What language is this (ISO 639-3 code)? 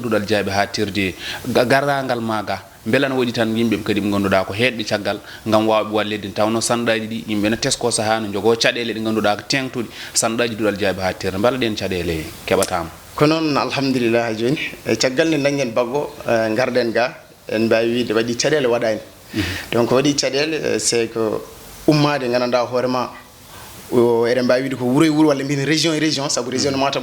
ful